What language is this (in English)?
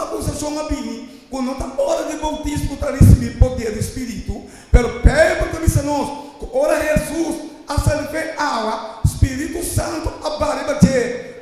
Papiamento